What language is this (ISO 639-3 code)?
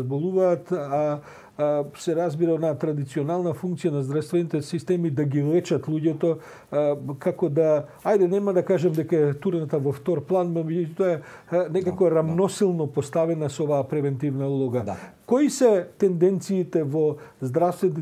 mkd